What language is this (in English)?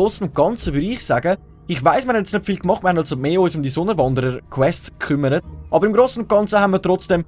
Swiss German